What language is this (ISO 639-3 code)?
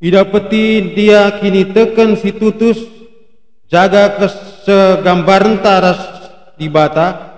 btx